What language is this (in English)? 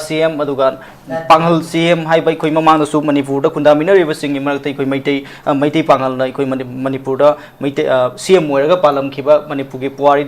Manipuri